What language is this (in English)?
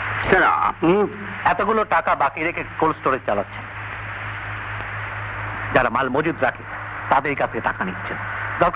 Bangla